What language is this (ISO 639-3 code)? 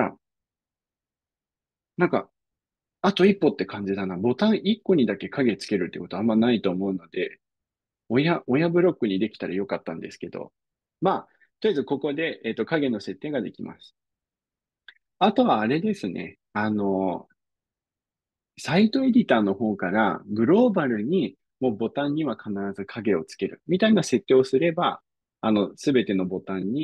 jpn